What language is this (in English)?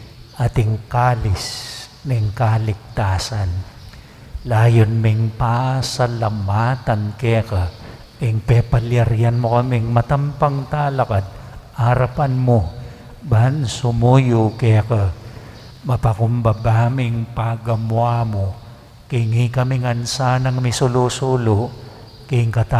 Pampanga